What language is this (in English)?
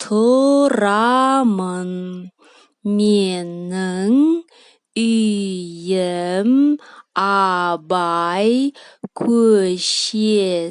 Kazakh